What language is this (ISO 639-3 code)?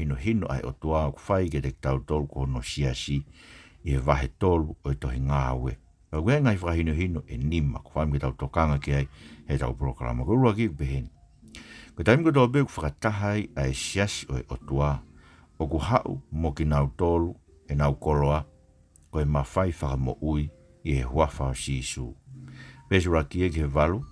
ton